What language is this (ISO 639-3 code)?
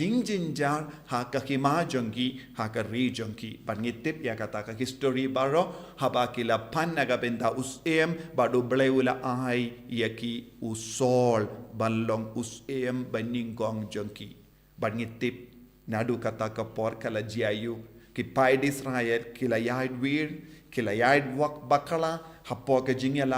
kha